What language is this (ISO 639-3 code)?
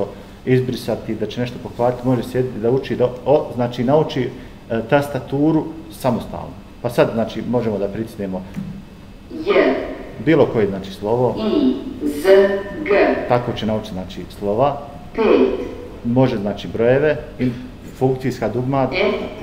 bos